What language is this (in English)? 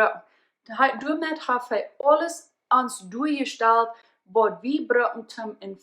Plautdietsch